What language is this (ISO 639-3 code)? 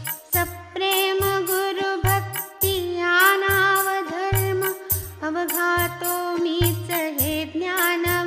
mar